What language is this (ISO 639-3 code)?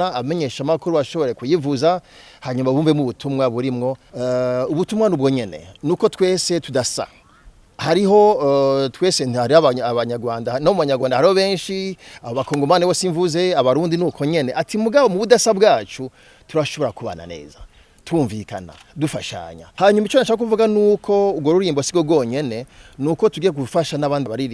run